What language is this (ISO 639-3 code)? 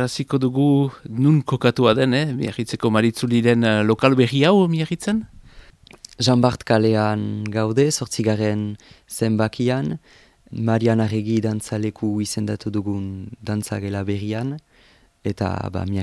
eus